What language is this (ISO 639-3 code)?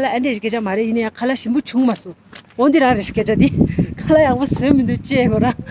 bod